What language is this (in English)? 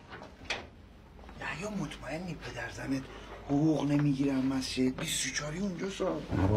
Persian